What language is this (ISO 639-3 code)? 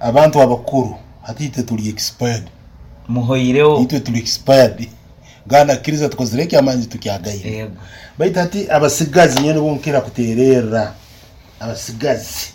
nyo